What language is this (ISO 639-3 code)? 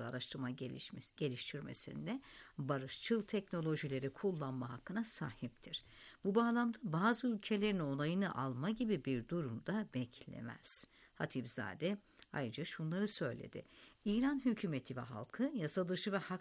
tur